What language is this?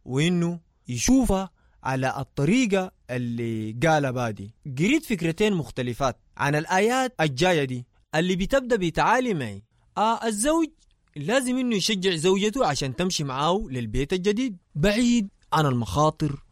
Sudanese Arabic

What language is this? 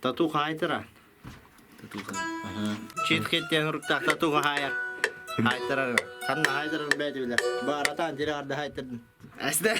Yakut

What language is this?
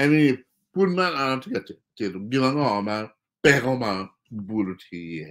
Acoli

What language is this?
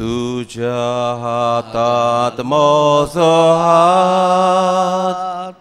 Konkani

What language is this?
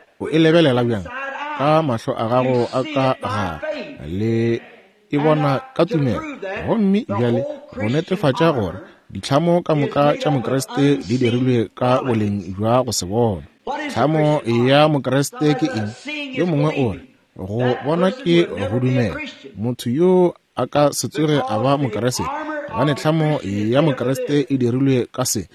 Northern Sotho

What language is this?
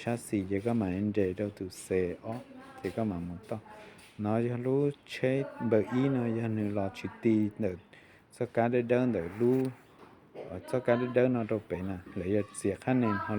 Hmong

